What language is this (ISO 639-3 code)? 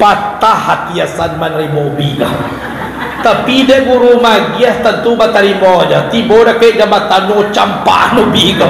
min